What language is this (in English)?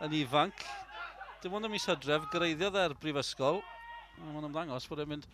Welsh